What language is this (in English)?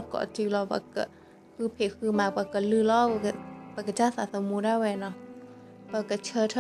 S'gaw Karen